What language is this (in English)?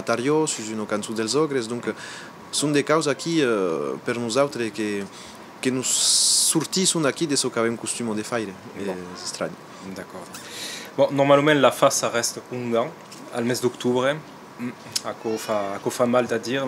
Occitan